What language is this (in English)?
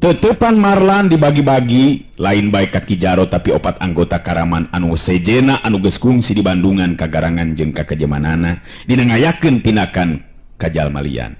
Sundanese